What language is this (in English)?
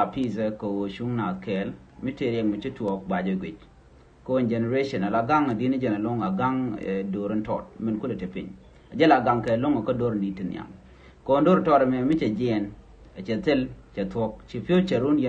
Nuer